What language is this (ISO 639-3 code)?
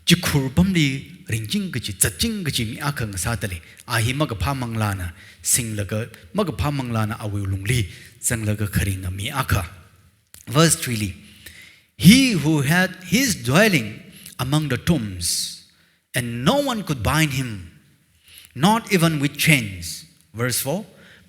nmf